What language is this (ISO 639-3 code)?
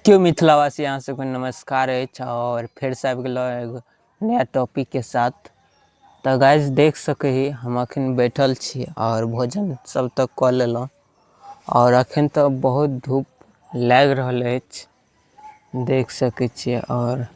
mai